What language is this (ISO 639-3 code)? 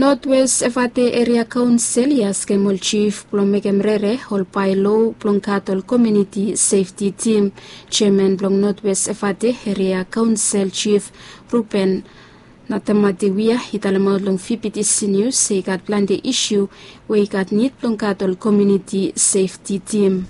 bis